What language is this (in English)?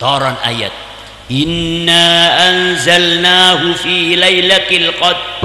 Madurese